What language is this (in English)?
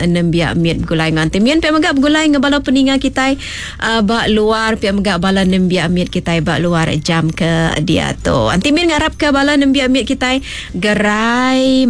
Iban